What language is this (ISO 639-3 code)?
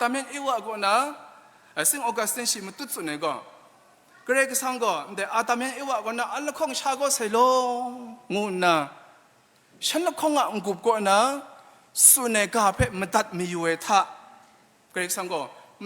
kac